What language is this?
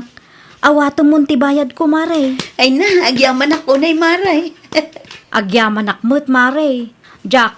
Iloko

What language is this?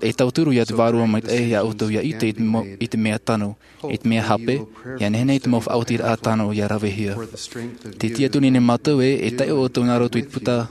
Tahitian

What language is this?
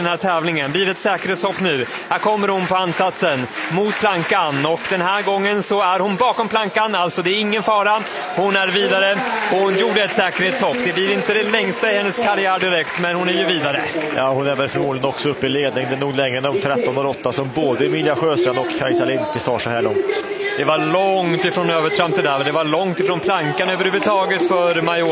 Swedish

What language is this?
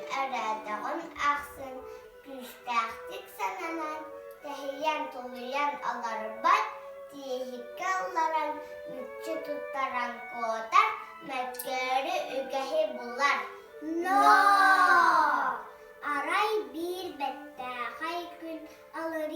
Yakut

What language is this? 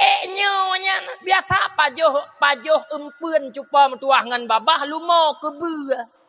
Achinese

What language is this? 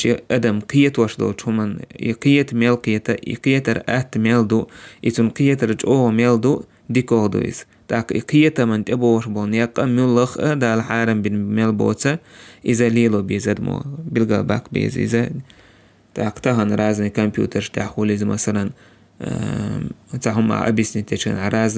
Chechen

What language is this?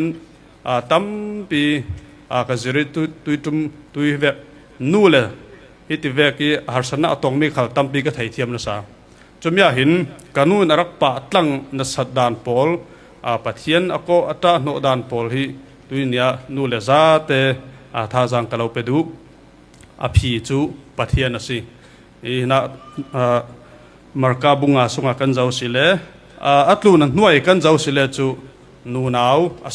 Falam Chin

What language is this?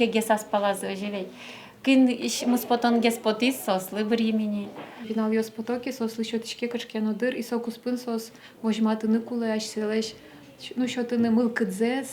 Udmurt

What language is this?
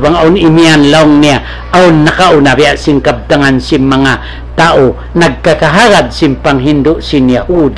Tausug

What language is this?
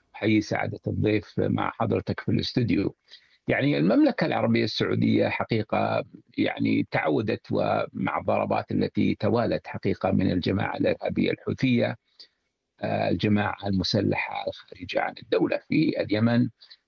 Arabic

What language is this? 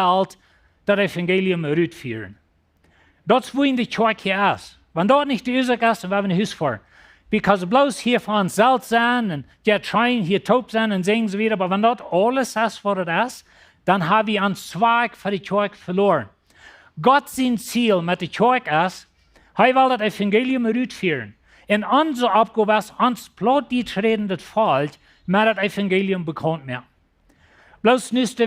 Plautdietsch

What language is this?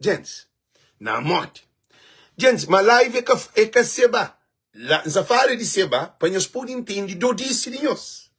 Kabuverdianu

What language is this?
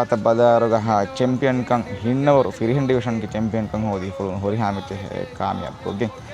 Divehi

